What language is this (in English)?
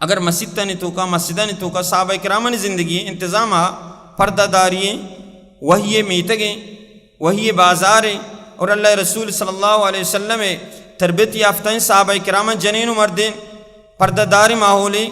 Baluchi